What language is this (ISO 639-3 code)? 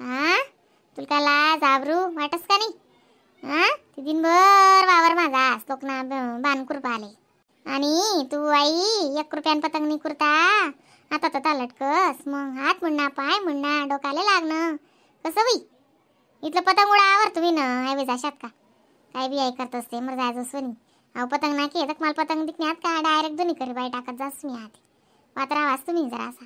khn